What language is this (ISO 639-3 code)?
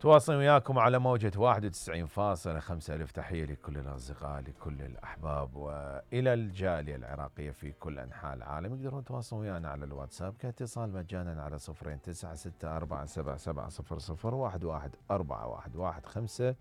acm